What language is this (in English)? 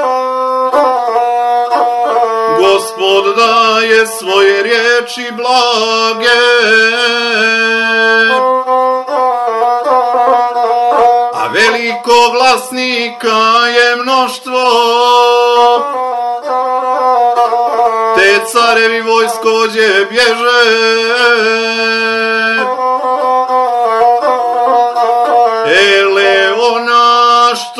Serbian